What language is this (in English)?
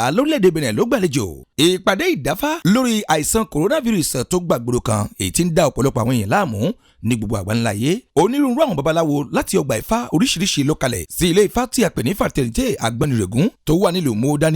Yoruba